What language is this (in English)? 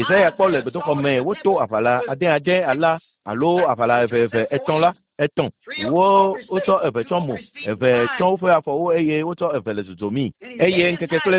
Ewe